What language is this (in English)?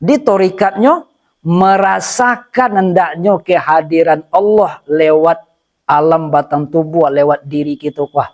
Minangkabau